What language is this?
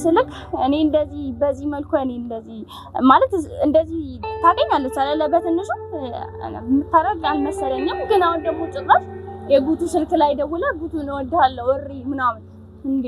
Amharic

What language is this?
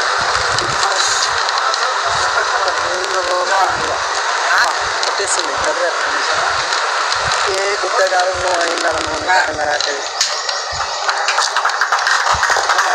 Telugu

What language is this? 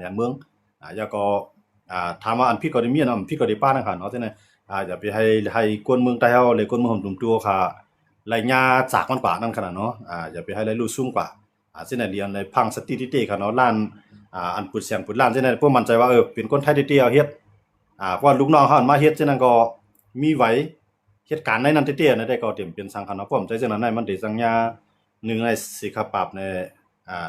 Shan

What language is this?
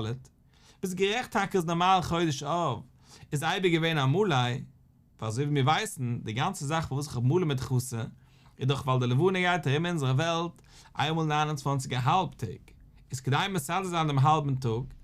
Yiddish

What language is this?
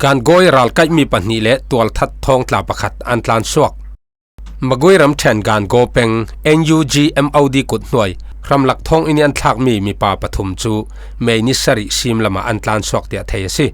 Falam Chin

